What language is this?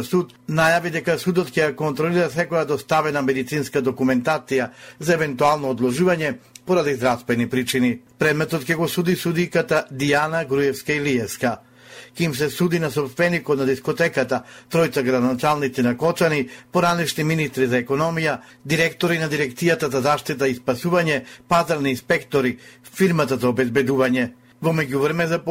Macedonian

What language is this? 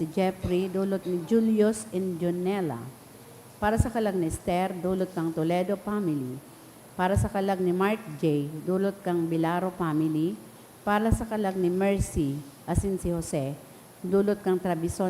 Bikol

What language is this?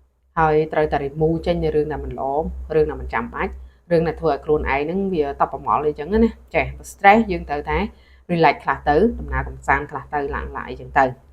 Khmer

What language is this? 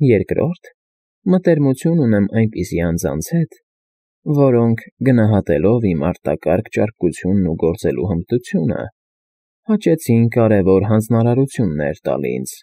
Armenian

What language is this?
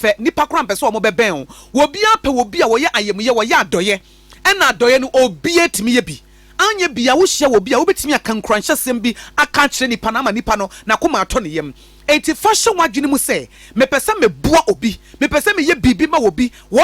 Akan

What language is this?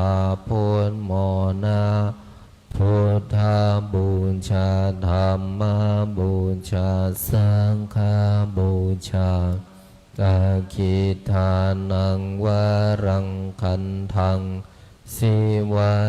Pali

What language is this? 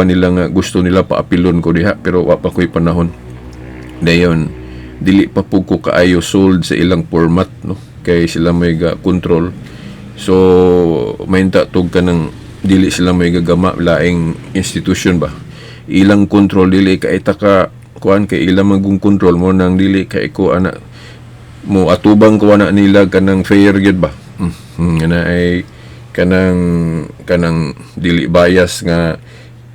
Cebuano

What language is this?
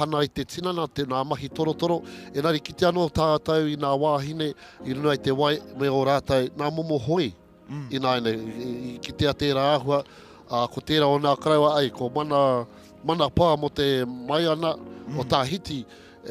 Māori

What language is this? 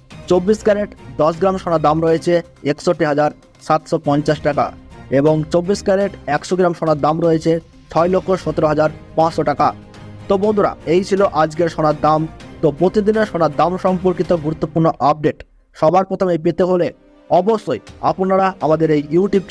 Bangla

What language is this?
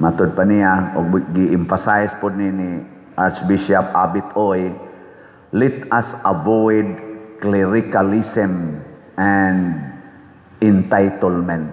Cebuano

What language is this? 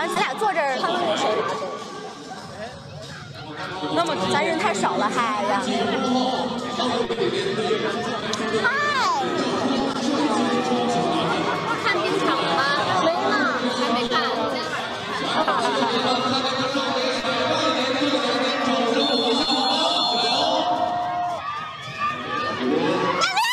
Chinese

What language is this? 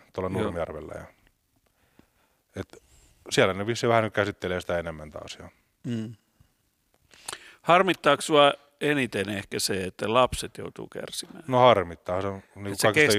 Finnish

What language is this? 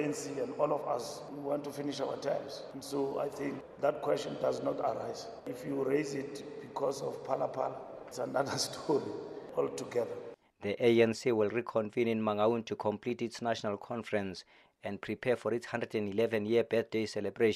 English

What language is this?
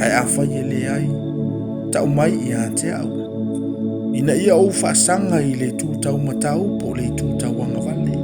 Samoan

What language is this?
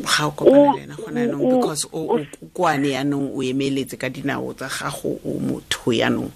Tswana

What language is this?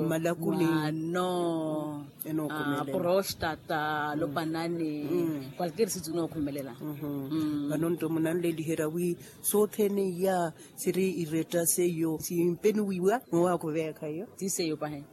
Makhuwa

